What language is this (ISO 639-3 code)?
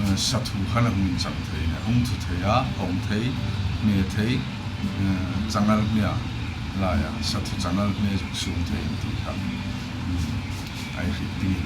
hmr